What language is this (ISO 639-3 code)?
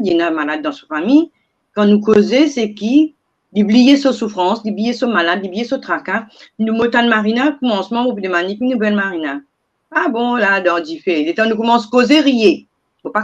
mfe